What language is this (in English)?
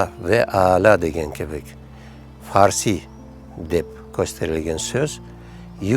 Crimean Tatar